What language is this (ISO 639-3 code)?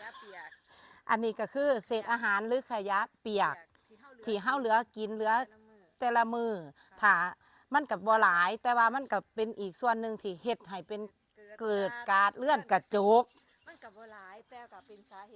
lao